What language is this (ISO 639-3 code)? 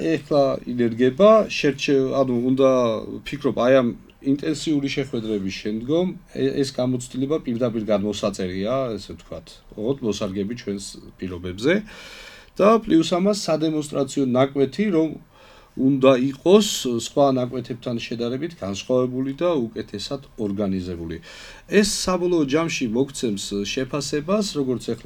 kat